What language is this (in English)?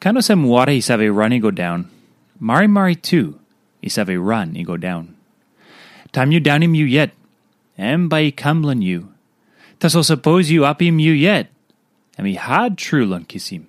Tok Pisin